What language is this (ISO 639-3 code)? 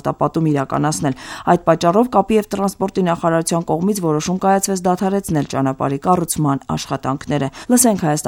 hye